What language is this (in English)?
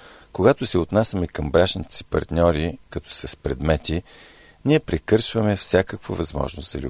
Bulgarian